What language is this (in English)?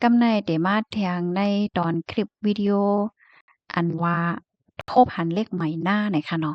Shan